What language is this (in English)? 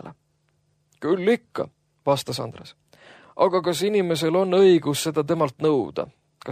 Estonian